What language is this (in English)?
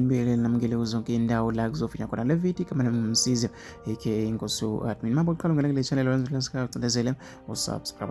Zulu